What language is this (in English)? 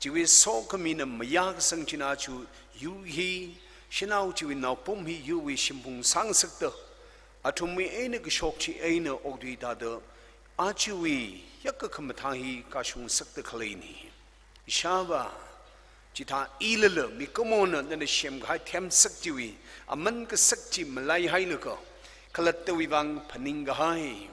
Tangkhul Naga (India)